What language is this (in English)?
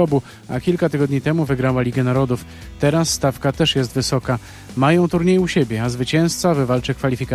Polish